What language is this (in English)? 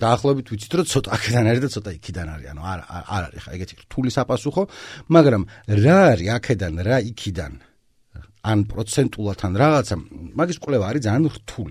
Georgian